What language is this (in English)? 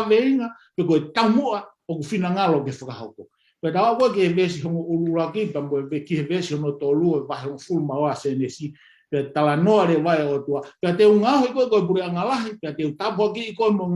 Tongan